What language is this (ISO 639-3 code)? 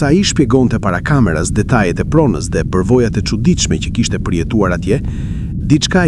sqi